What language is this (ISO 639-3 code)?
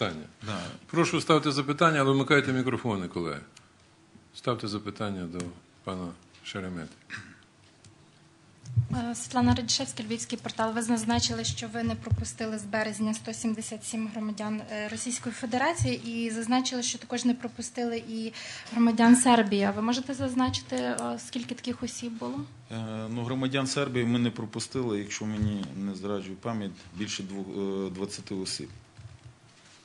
ukr